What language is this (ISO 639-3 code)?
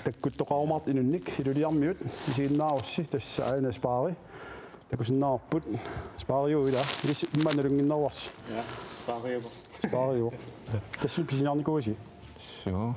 kal